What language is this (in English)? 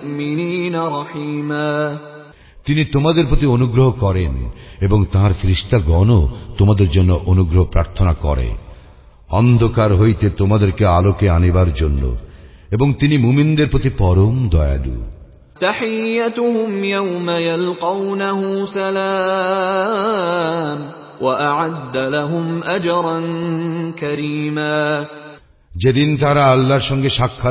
Bangla